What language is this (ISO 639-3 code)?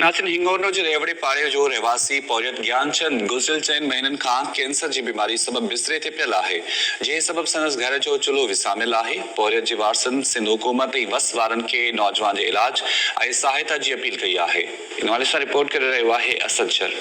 snd